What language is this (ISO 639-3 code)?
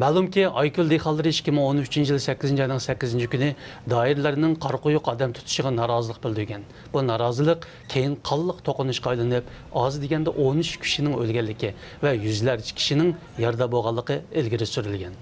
uig